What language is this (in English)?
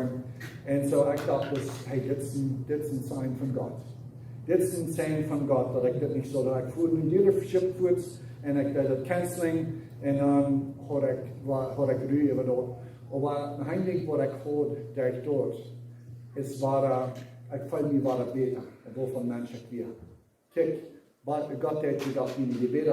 Plautdietsch